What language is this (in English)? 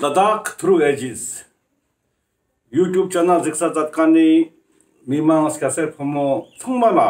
Ladakhi